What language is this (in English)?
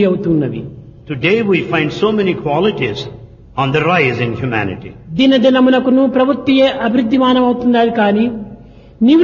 Telugu